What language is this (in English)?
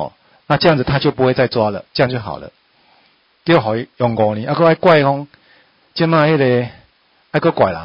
Min Nan Chinese